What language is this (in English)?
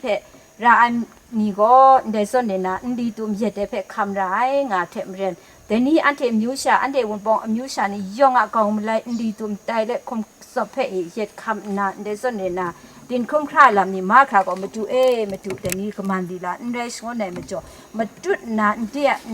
Kachin